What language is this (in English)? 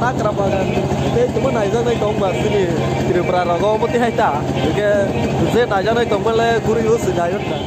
Kok Borok